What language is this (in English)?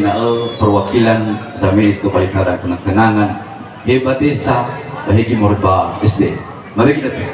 Nias